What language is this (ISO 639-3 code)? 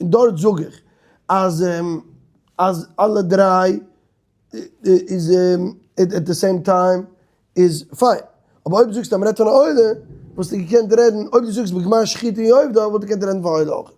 yid